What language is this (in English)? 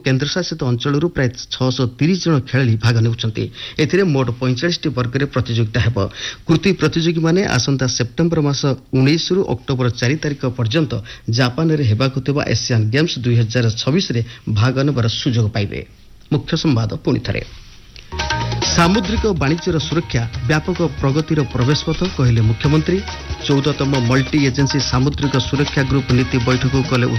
Odia